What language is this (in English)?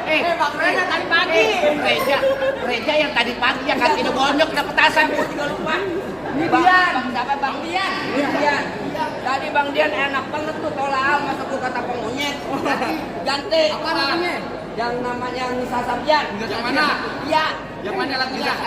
Betawi